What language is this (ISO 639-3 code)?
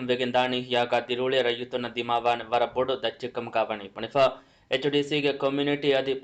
div